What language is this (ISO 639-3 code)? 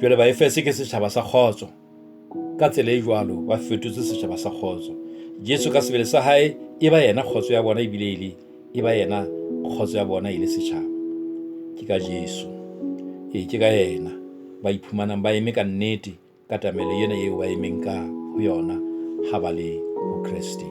sot